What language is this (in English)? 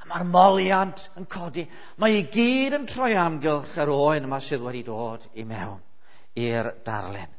Welsh